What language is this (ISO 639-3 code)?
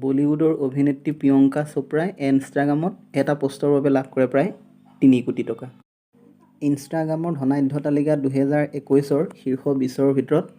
asm